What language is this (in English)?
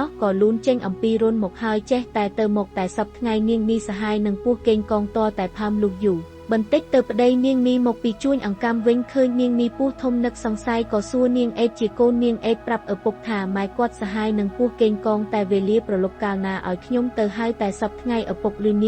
Khmer